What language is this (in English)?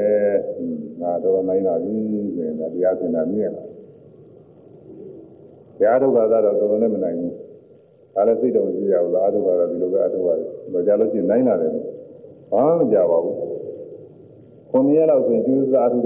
Burmese